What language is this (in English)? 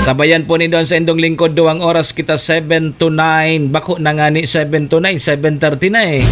Bikol